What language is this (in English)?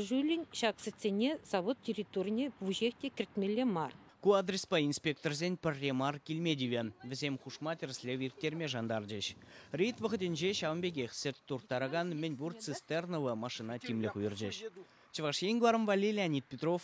Chuvash